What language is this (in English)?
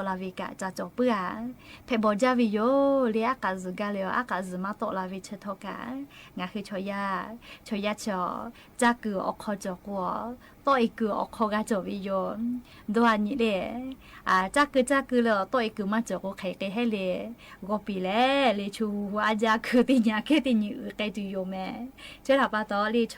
Lahu